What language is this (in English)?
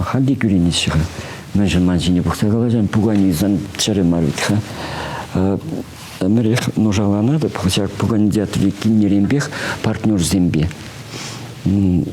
Chuvash